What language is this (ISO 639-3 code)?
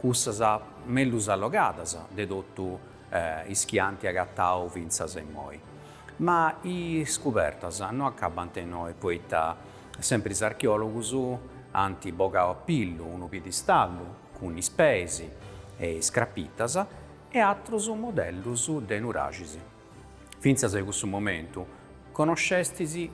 srd